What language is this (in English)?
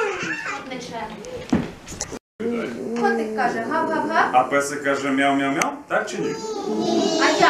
Ukrainian